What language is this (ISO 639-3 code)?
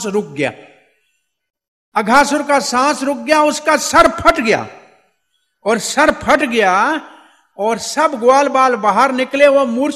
hin